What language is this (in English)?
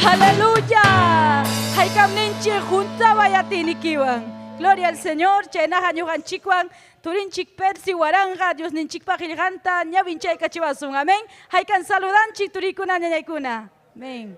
Ayacucho Quechua